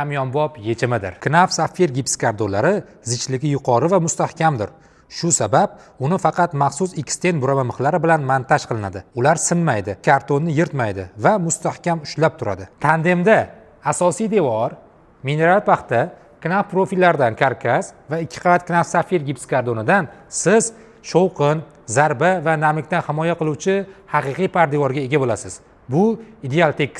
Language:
Uzbek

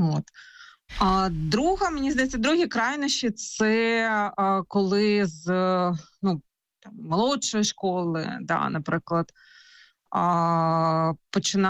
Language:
Ukrainian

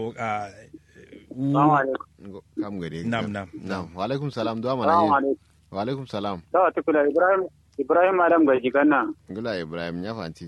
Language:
Kanuri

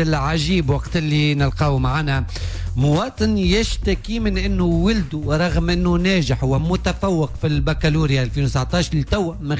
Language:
Tunisian Arabic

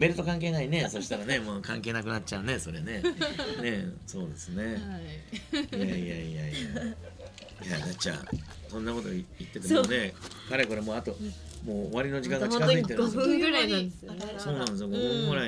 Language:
Japanese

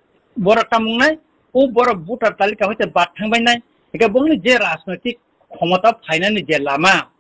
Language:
Kok Borok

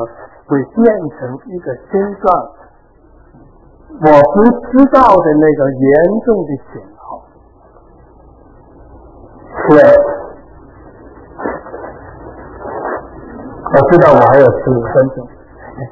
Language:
Chinese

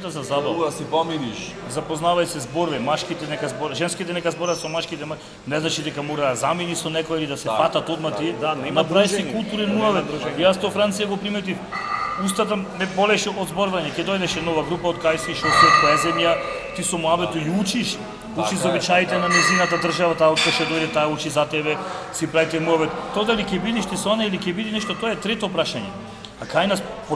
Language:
Macedonian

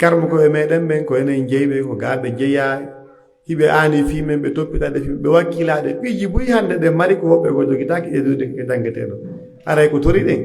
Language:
Pular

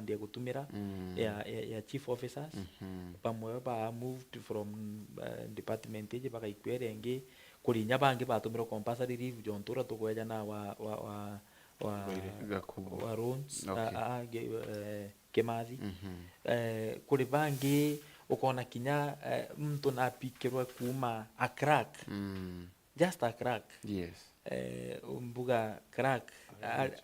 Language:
Meru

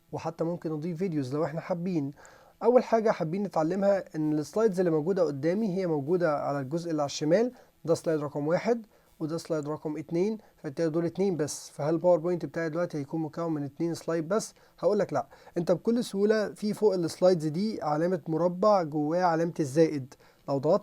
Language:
Egyptian Arabic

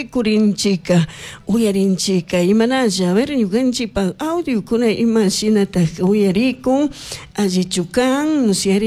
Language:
Chimborazo Highland Quichua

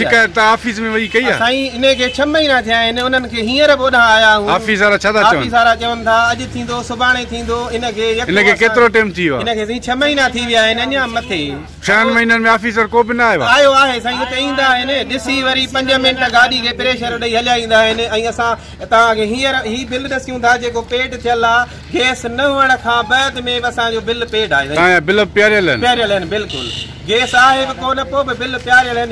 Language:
Sindhi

